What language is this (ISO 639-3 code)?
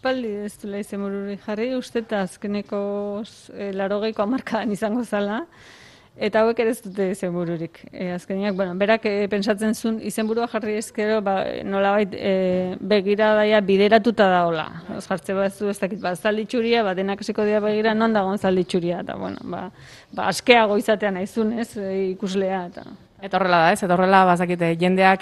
eus